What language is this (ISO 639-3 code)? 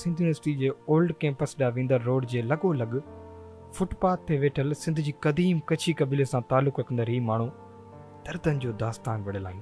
snd